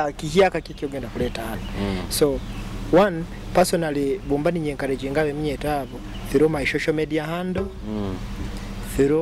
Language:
Nyoro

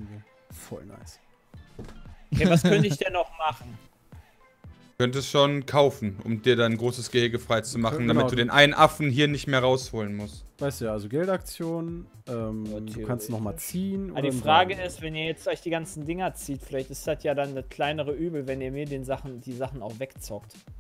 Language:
German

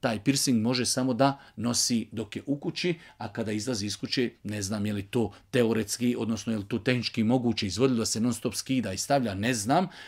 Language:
Bosnian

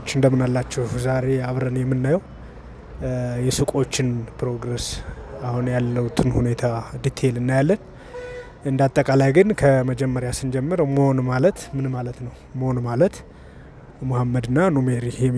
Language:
Amharic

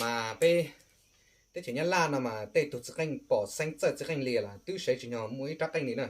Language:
Hmong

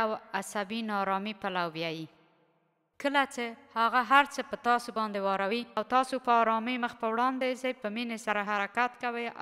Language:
Pashto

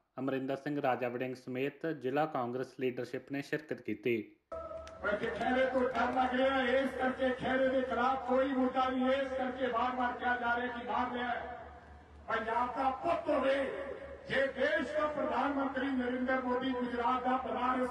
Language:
Punjabi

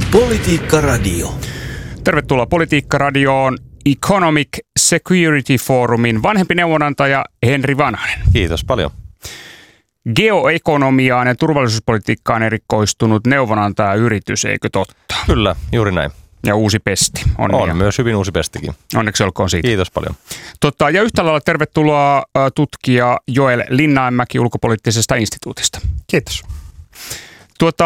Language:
Finnish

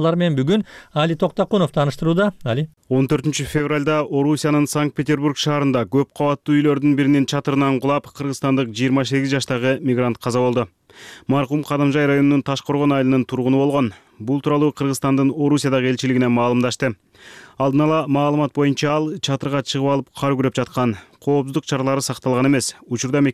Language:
Kyrgyz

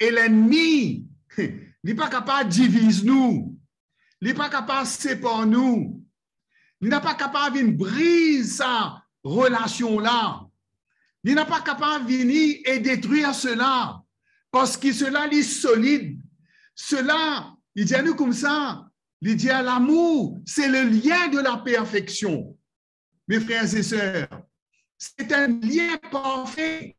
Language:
Morisyen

